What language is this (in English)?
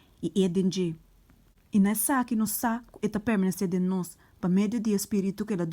Papiamento